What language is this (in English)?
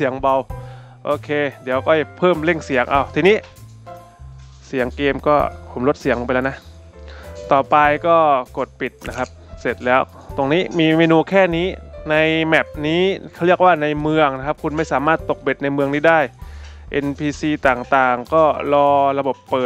Thai